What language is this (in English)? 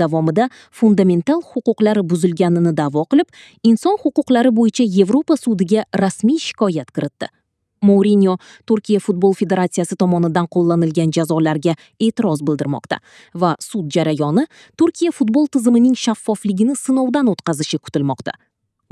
Uzbek